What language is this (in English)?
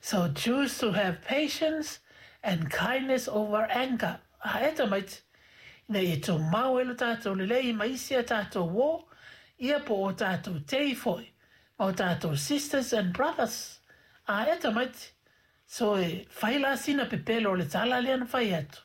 Samoan